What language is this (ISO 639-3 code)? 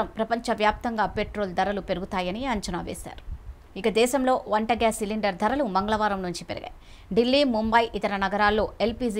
tel